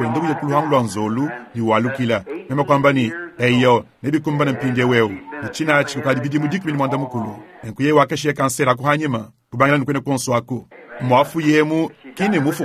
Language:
Luba-Lulua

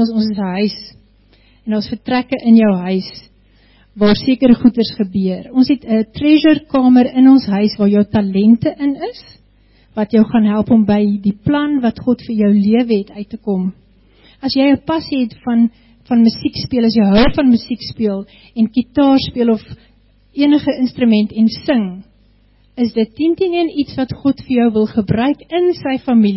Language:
Afrikaans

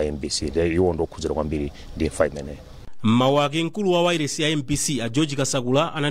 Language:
Nyanja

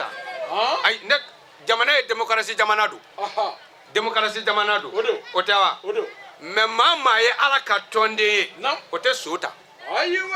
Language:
Bambara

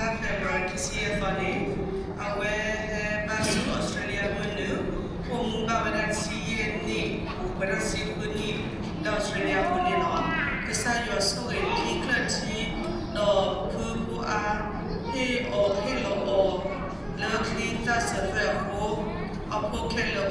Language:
S'gaw Karen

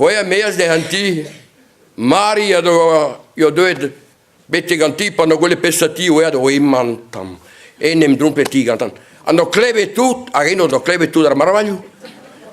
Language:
Breton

